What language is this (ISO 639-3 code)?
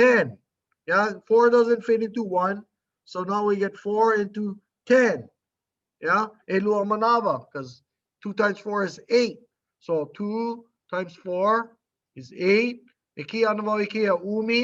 haw